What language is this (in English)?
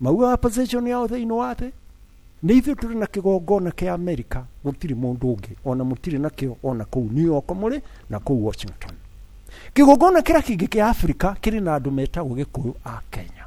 Kikuyu